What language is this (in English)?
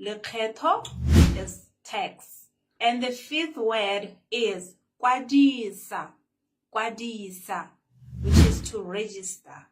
Tswana